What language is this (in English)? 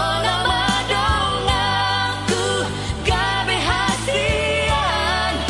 Batak Toba